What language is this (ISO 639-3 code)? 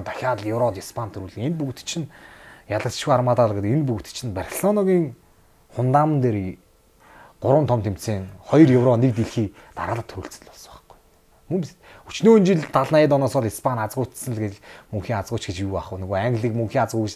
mon